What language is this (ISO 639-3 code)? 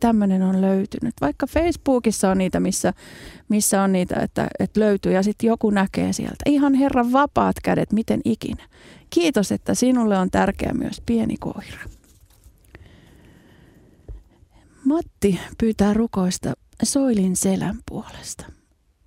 fin